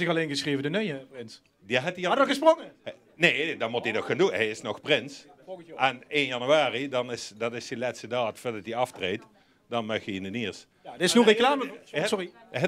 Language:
Limburgish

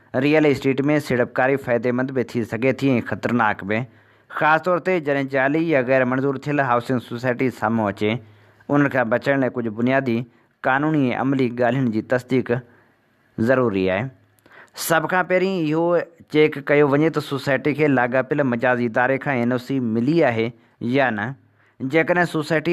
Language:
Sindhi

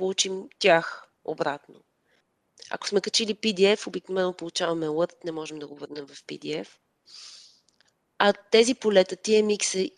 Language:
Bulgarian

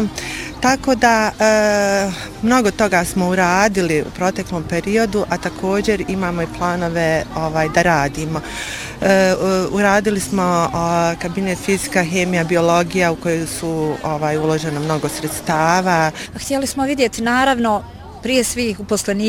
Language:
Bosnian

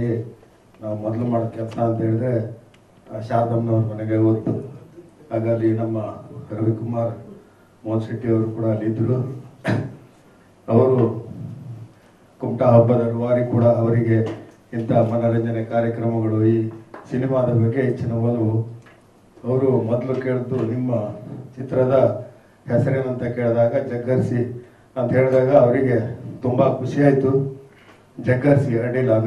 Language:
Kannada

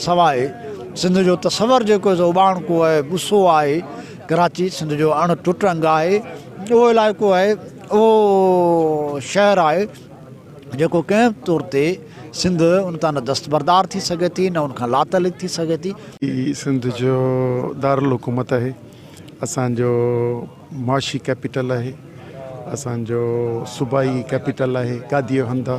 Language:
Sindhi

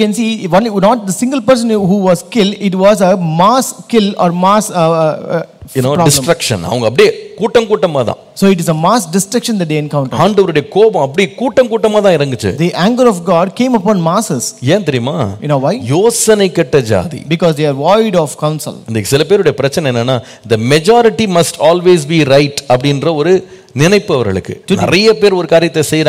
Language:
Tamil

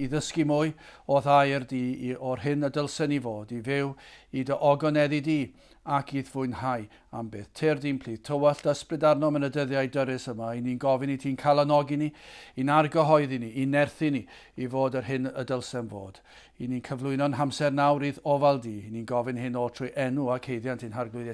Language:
Welsh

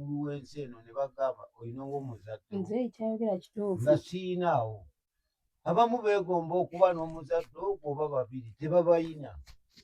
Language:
Ganda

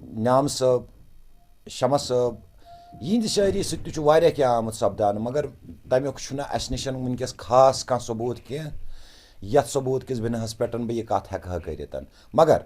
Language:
Kashmiri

